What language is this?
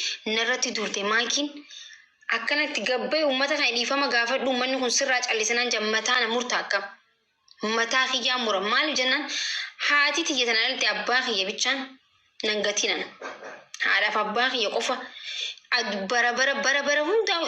Oromo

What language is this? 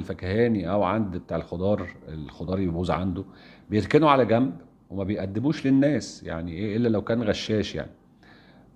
Egyptian Arabic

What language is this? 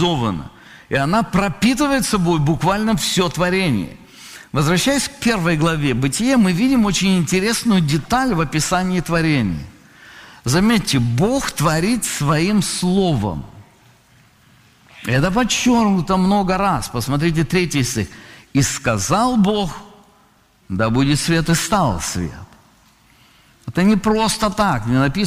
Russian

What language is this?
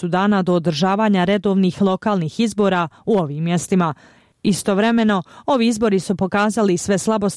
Bosnian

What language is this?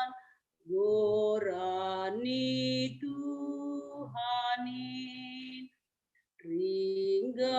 Batak Simalungun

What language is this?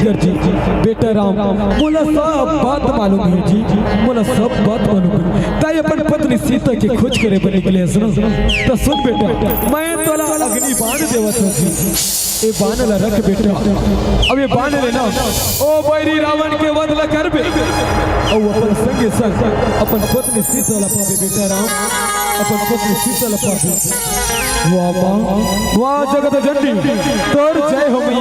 Chhattisgarhi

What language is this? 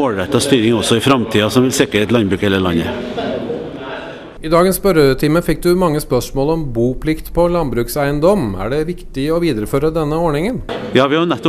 Norwegian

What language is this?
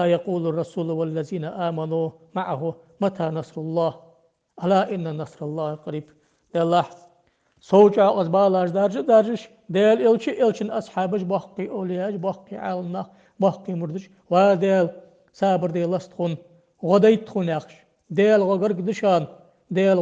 Ingush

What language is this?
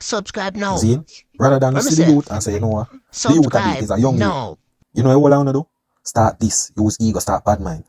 Jamaican Creole English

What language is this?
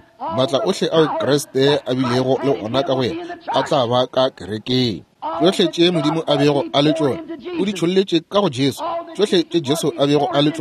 Northern Sotho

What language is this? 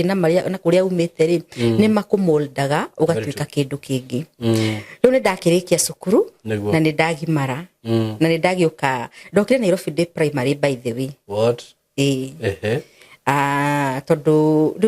Kikuyu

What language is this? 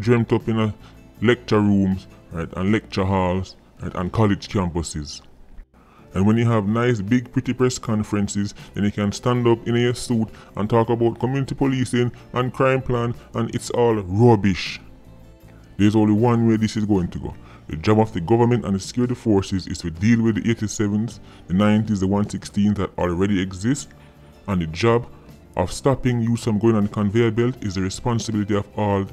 Jamaican Creole English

